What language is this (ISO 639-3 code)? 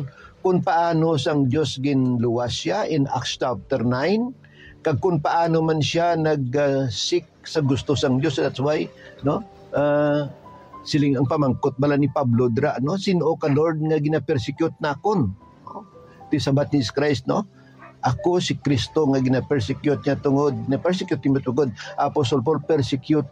hil